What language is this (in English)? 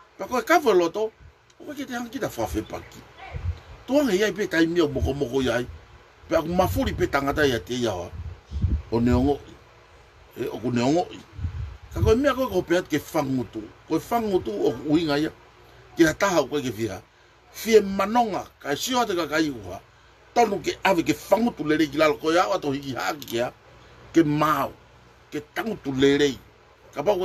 Tongan